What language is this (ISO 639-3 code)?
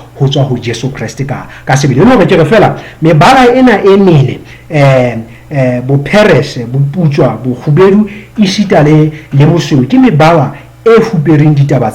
sot